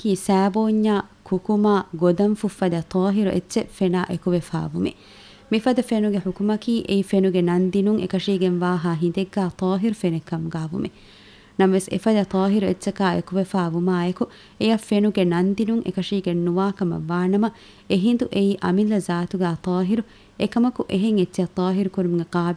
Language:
Divehi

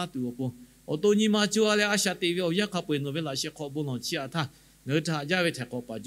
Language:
Lahu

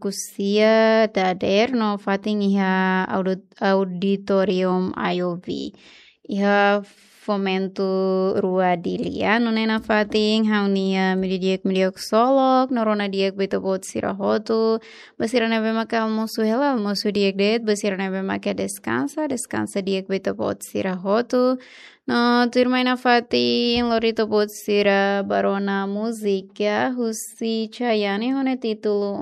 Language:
Tetum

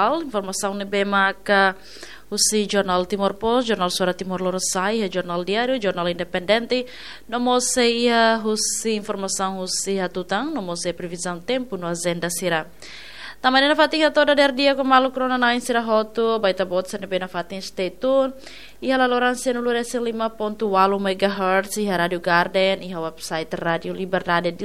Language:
Tetum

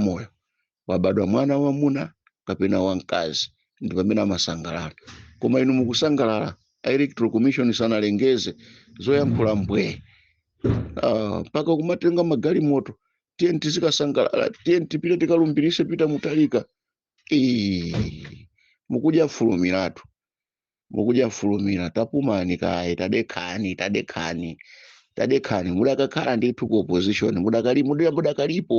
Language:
Nyanja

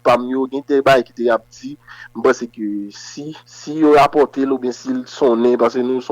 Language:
Haitian Creole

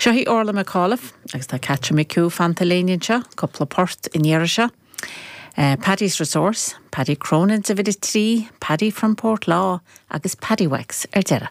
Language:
Irish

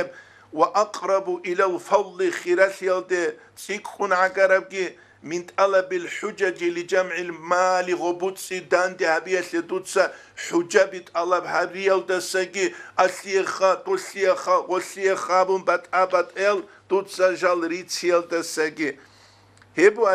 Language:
Avaric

